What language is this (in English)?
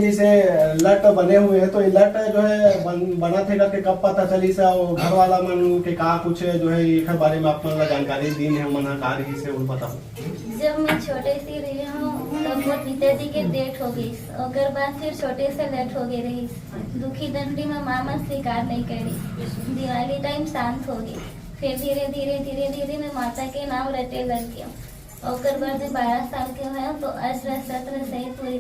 Chhattisgarhi